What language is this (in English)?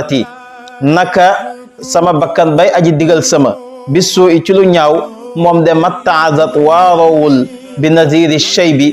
Wolof